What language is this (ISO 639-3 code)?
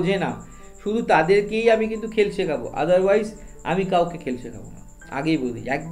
ben